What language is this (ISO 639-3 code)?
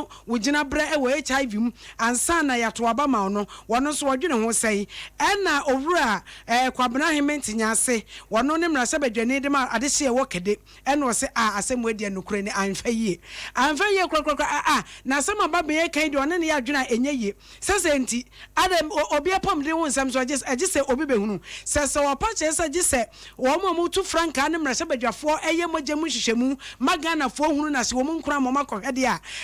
aka